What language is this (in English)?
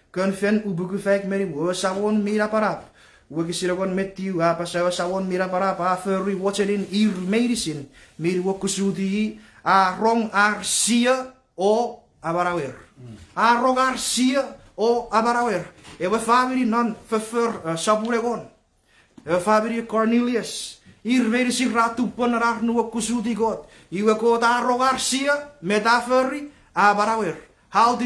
Chuukese